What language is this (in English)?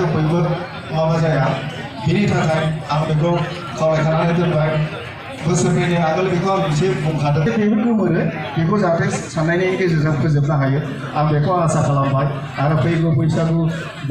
Bodo